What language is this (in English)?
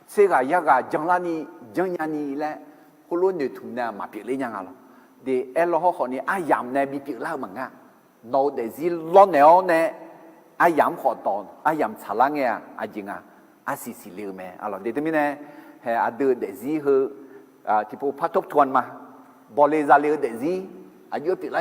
Akha